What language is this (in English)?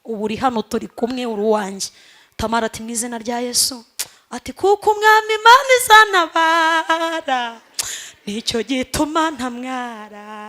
Kinyarwanda